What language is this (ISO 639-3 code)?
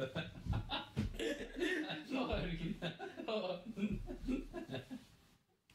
nor